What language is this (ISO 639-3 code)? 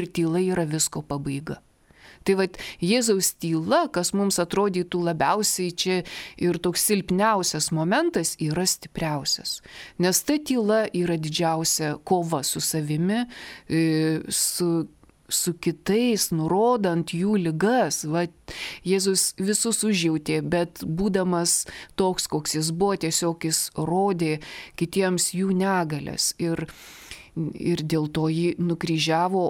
lit